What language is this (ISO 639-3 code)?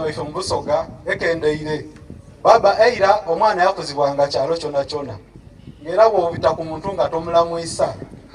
xog